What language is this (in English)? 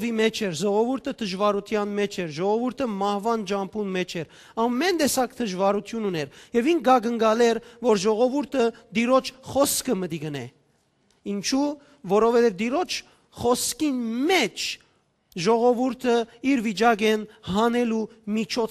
Western Armenian